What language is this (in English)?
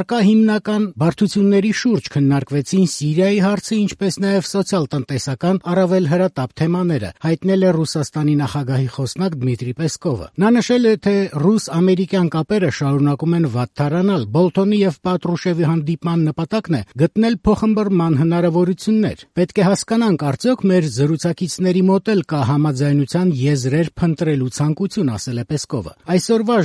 Armenian